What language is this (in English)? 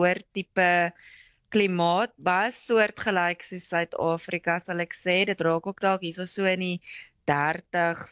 Afrikaans